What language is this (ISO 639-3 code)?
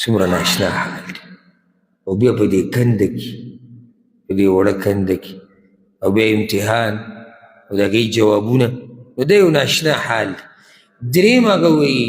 pus